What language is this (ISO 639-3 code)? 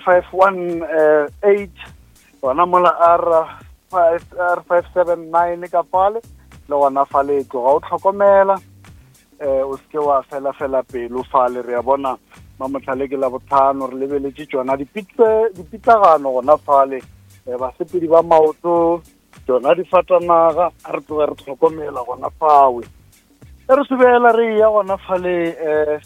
nso